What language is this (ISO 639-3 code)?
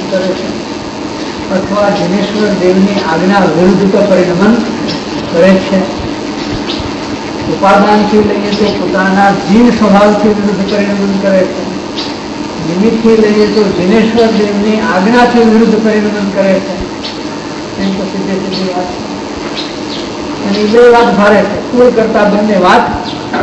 guj